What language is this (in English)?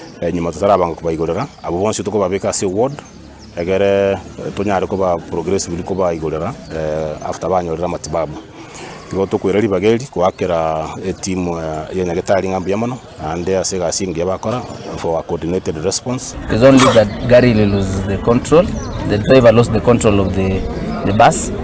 Gusii